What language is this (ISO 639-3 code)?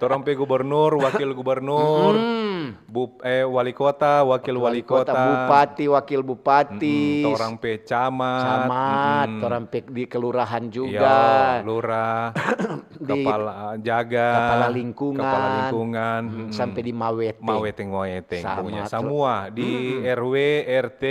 xmm